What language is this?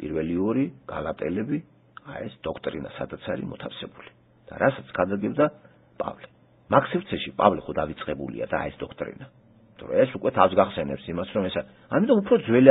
Georgian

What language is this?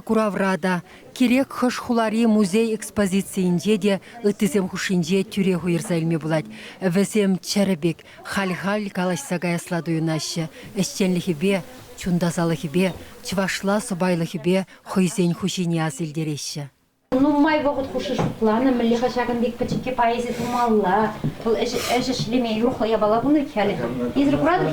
Chuvash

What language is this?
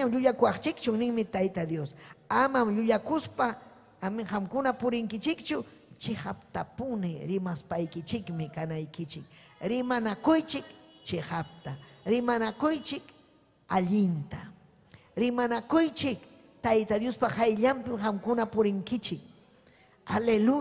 Ayacucho Quechua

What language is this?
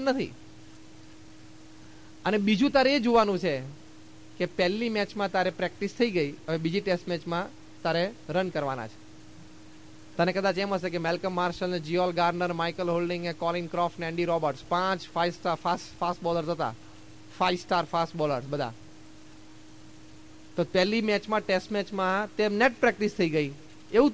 Gujarati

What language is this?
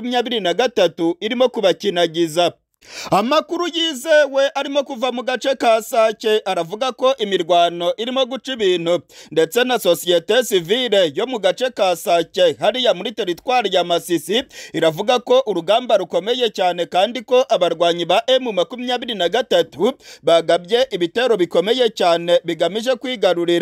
Kinyarwanda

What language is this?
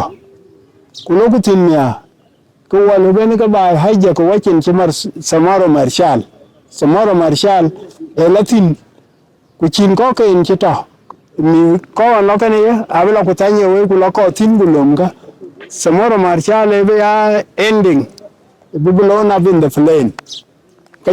Dinka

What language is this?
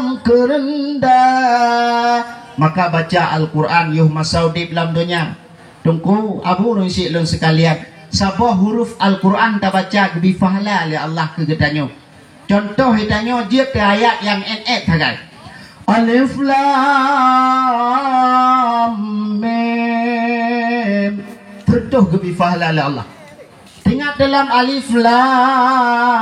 Achinese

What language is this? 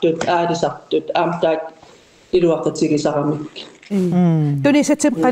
Kalaallisut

